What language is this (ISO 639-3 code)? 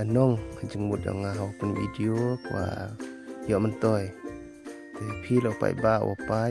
kha